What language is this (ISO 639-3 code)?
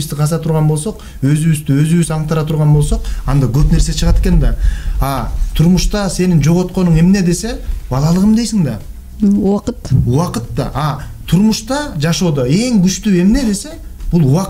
kir